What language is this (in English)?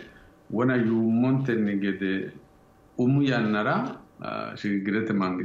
Sidamo